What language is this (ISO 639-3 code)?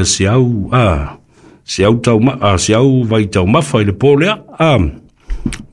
smo